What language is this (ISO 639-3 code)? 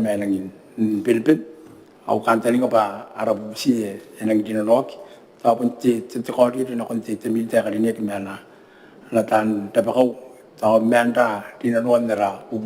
gil